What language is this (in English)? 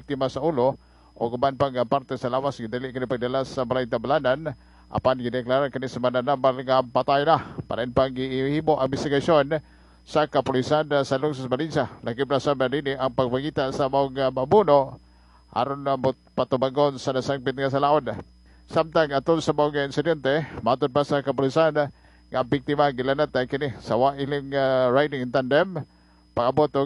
Cebuano